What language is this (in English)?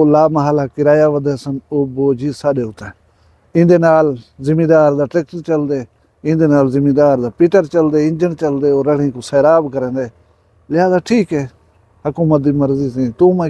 Saraiki